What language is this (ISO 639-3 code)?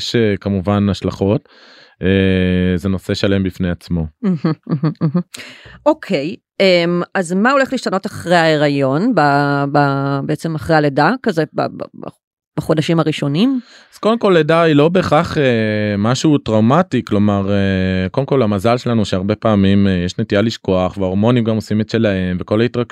heb